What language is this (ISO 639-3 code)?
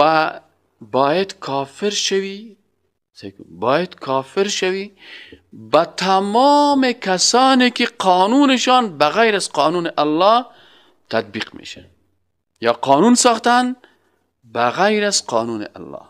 fas